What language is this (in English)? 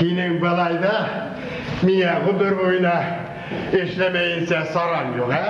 Bashkir